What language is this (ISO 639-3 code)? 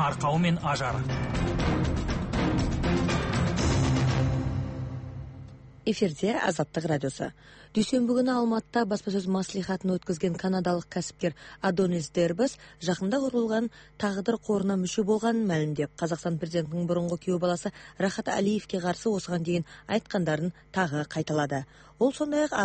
kaz